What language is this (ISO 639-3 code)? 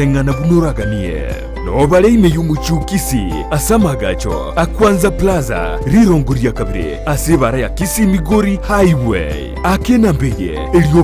guz